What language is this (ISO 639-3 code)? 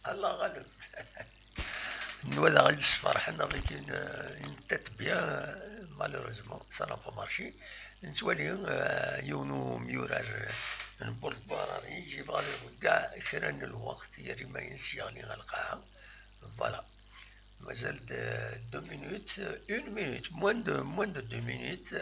kab